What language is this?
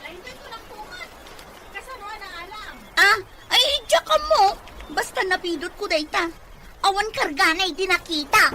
Iloko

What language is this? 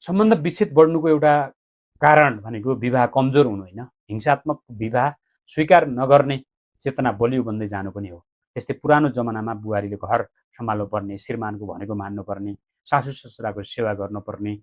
Nepali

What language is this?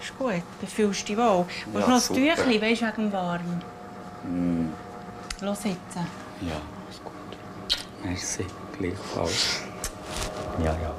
Swiss German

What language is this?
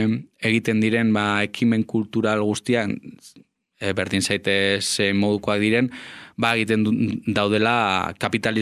Basque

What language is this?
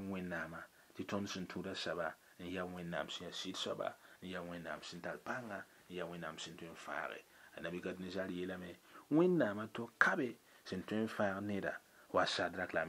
Mossi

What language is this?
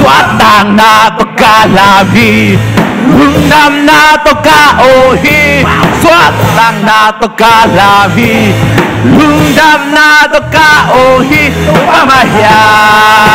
Tedim Chin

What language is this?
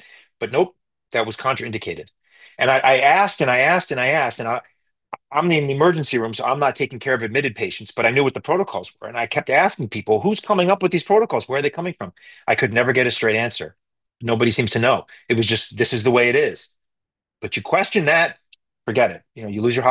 English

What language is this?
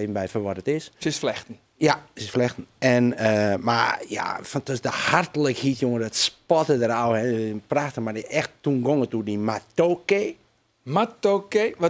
Western Frisian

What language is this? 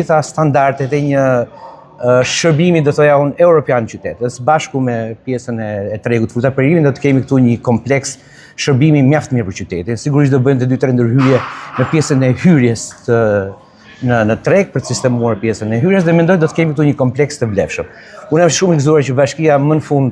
Albanian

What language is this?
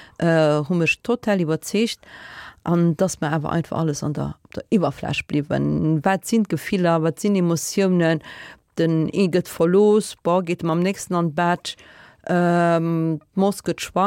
Luxembourgish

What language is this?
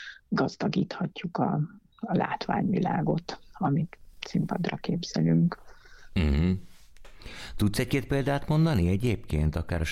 Hungarian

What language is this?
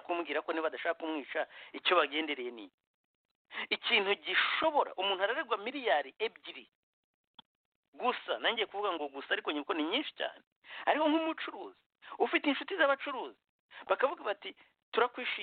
Kinyarwanda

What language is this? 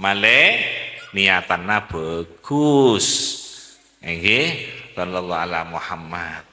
Madurese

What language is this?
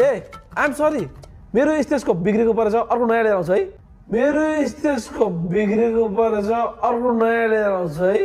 Nepali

